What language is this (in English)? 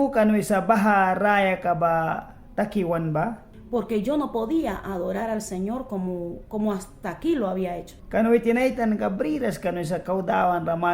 Mískito